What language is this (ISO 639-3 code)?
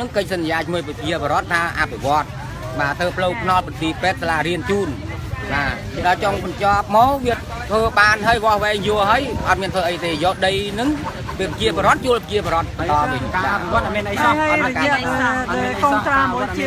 khm